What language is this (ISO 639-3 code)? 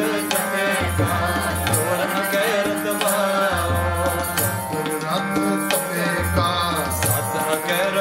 pan